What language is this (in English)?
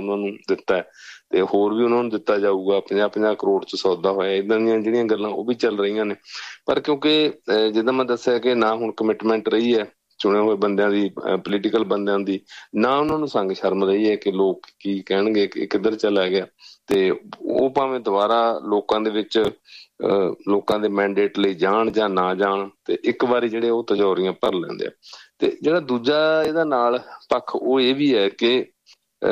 Punjabi